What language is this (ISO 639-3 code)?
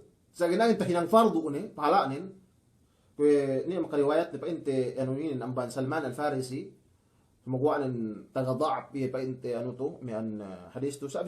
yka